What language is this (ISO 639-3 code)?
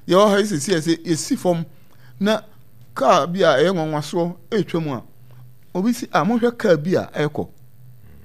aka